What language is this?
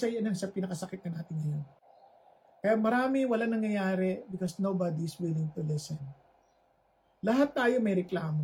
Filipino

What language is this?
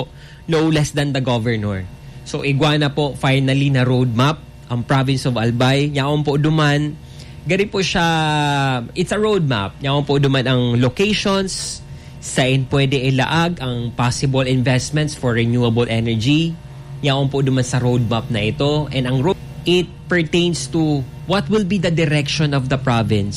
Bikol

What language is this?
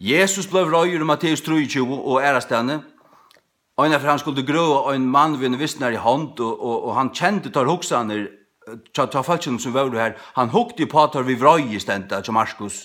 Faroese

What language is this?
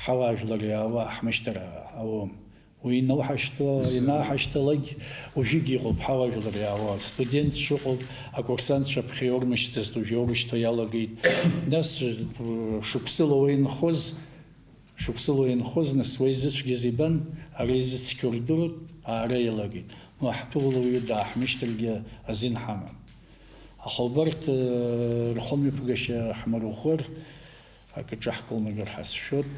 Abkhazian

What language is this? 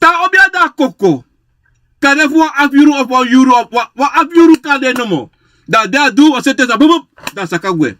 Sranan Tongo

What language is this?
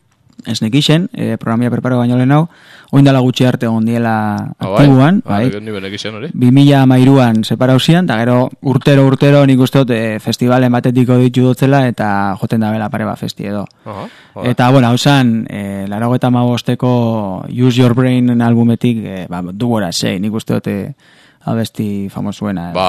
Basque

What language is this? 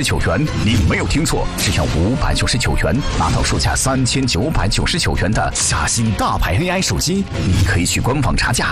Chinese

